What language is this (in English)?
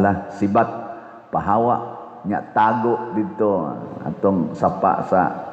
Cebuano